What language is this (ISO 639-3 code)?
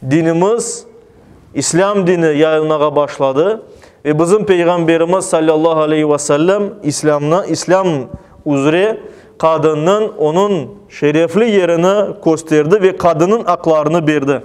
crh